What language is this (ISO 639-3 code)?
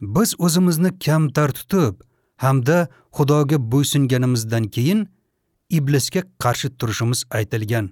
uzb